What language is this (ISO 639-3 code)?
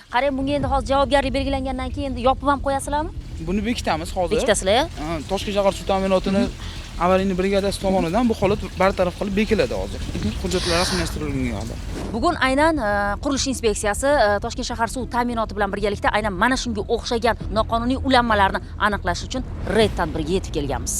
uzb